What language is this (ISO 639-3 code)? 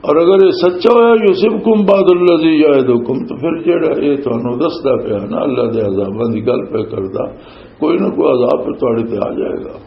lah